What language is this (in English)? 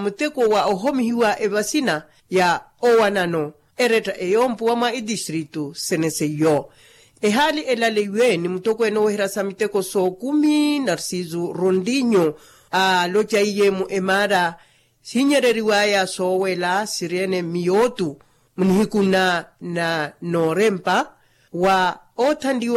Makhuwa